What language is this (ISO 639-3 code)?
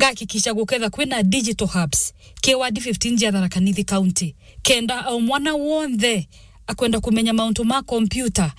mer